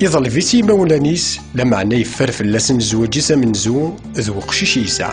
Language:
Kabyle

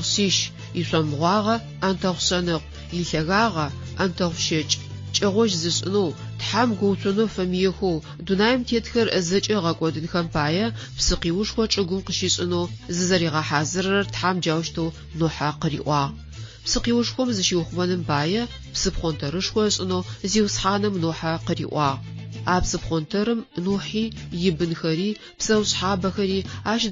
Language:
Adyghe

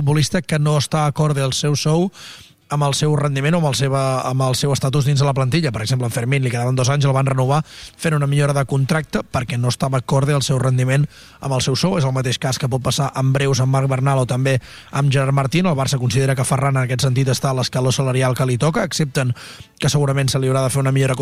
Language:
Catalan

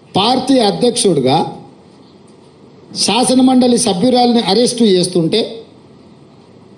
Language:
Telugu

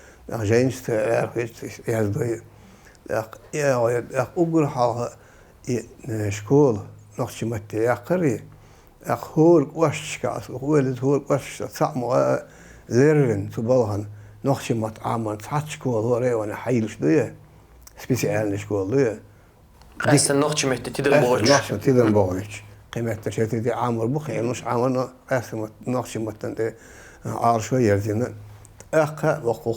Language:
Chechen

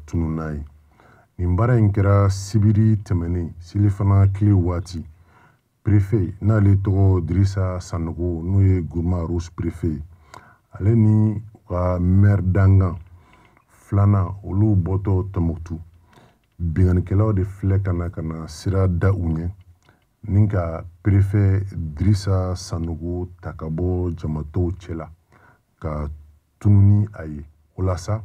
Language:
Bambara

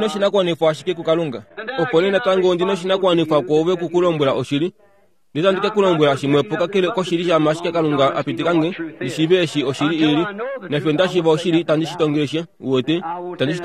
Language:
Kuanyama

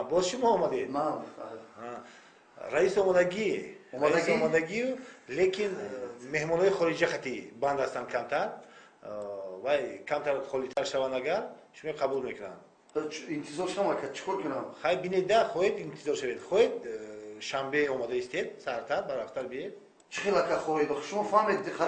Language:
Tajik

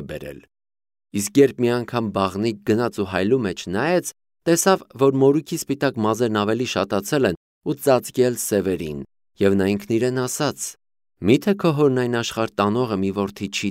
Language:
Armenian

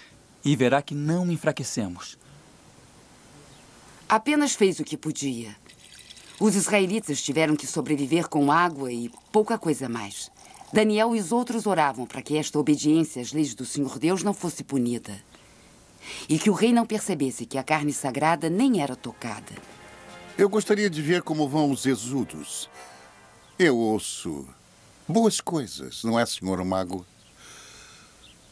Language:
Portuguese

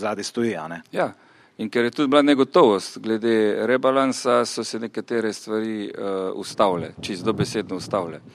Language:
Slovenian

